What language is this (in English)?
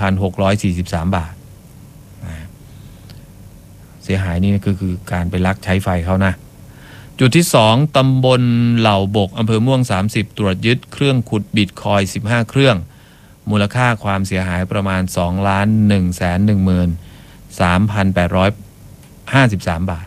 Thai